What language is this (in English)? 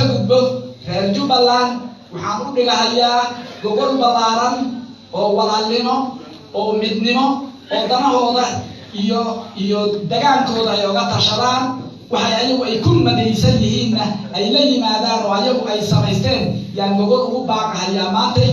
Somali